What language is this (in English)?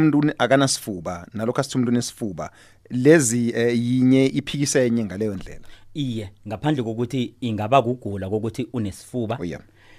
South Ndebele